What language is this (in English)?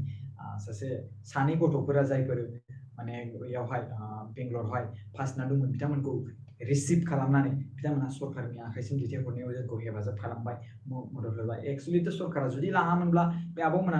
Bodo